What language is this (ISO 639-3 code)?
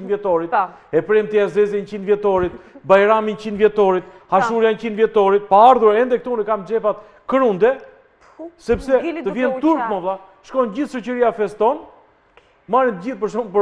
sqi